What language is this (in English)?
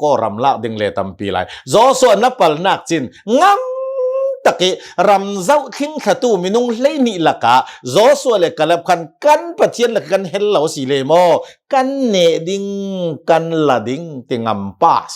Hakha Chin